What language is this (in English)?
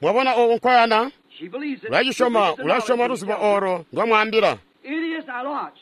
Tonga (Zambia)